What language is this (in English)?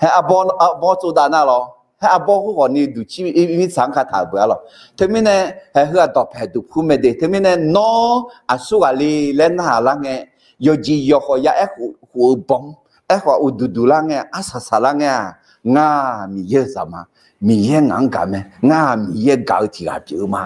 Akha